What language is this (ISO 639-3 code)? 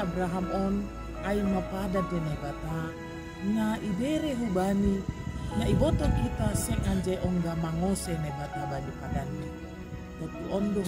bts